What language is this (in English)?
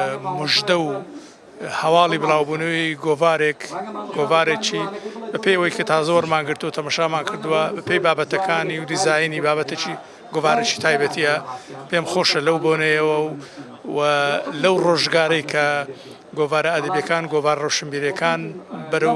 Central Kurdish